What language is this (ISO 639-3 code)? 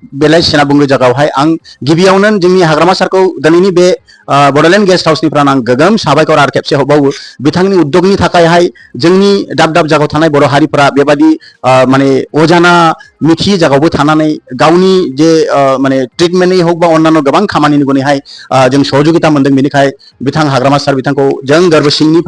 brx